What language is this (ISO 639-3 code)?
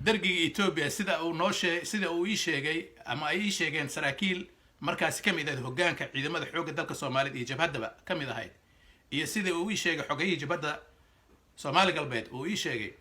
som